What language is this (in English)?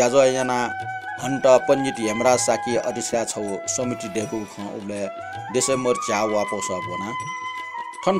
Newari